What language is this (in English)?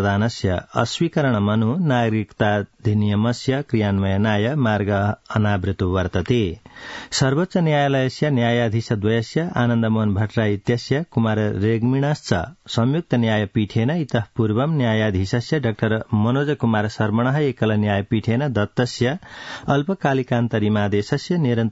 Sanskrit